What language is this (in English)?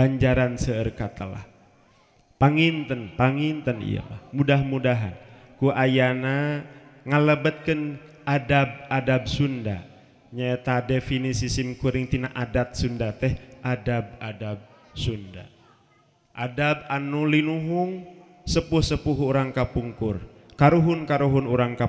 Sundanese